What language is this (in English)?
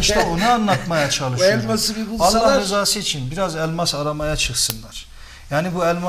Turkish